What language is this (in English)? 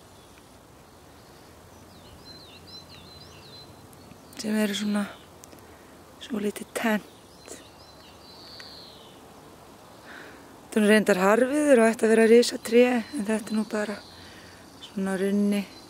Icelandic